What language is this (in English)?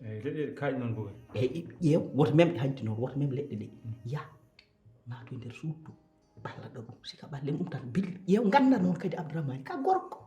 Fula